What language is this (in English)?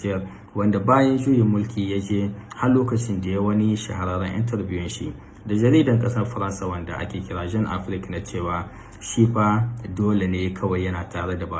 Hausa